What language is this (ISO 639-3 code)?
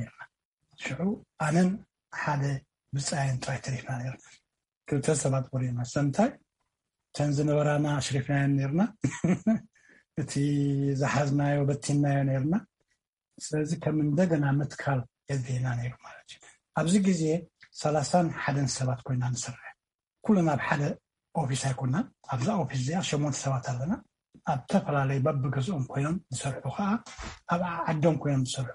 tir